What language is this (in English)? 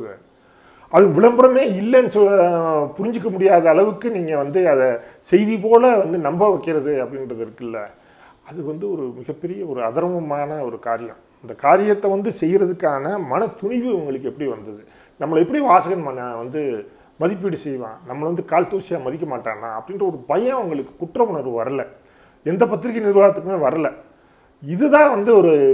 Tamil